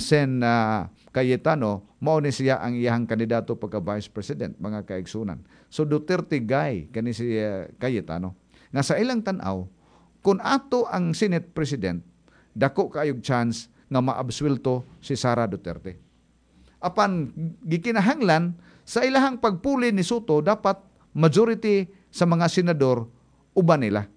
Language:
Cebuano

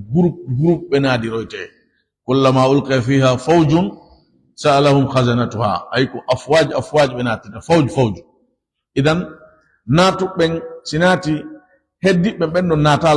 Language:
Fula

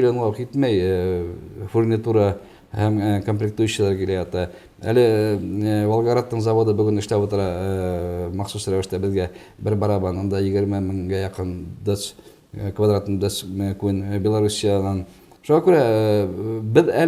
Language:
Bashkir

